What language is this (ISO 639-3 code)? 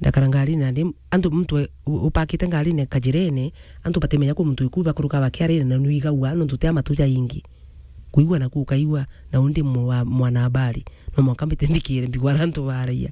mer